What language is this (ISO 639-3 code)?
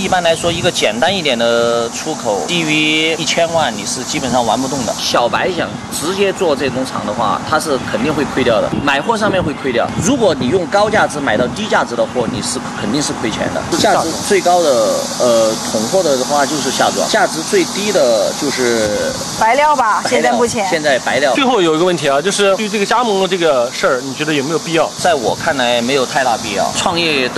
zho